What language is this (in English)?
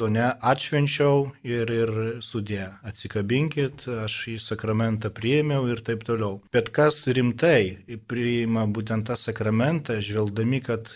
Lithuanian